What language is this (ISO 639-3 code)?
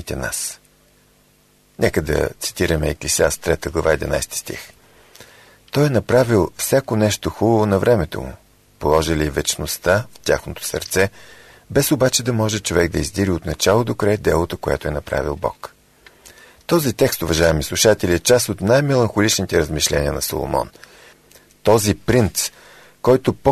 bul